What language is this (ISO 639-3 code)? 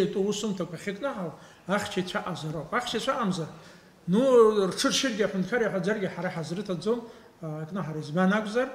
abk